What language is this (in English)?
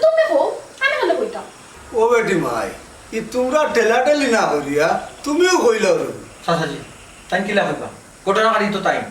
Sylheti